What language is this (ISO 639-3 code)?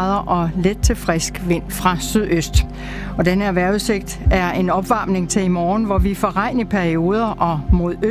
dan